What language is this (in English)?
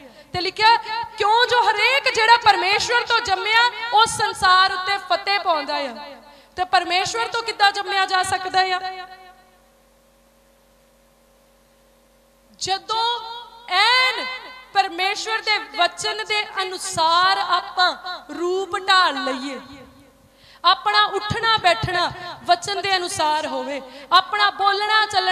Punjabi